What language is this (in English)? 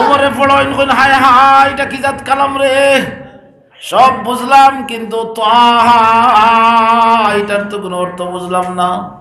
Sylheti